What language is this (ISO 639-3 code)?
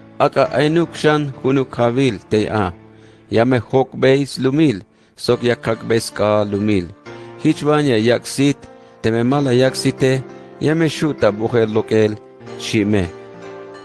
tzh